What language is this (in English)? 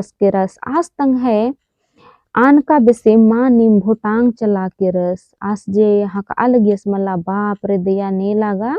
Kurukh